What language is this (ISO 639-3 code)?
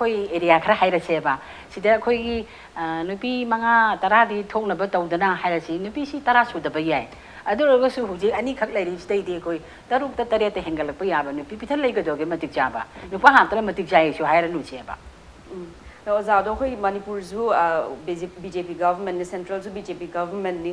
mni